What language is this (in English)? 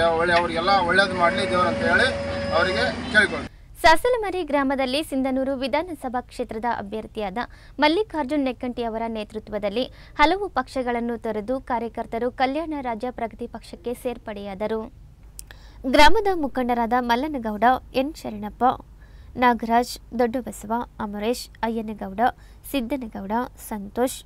Kannada